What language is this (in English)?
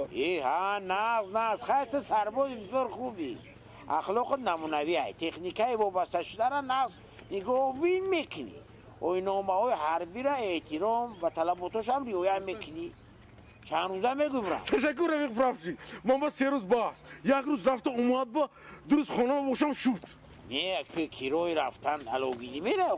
Tajik